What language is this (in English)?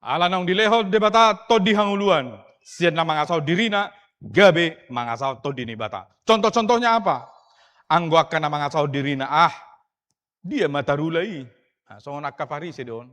Batak Toba